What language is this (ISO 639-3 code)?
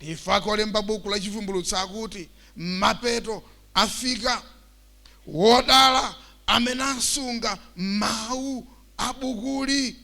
nya